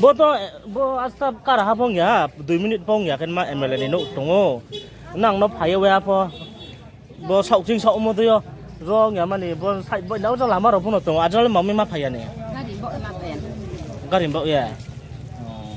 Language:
Riang (India)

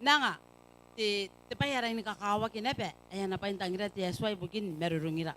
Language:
Gilbertese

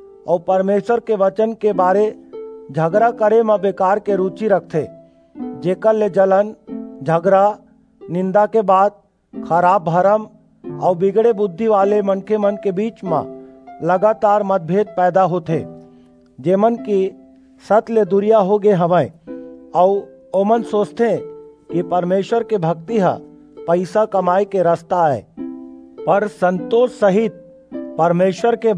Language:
Chhattisgarhi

